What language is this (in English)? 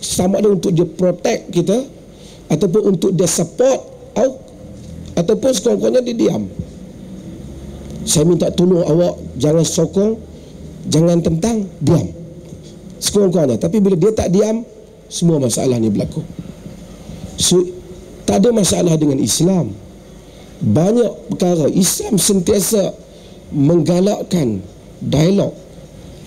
Malay